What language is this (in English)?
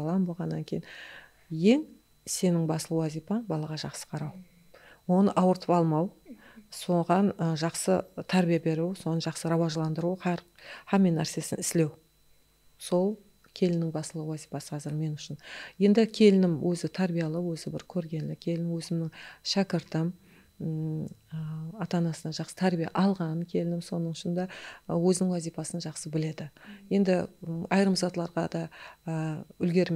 Kara-Kalpak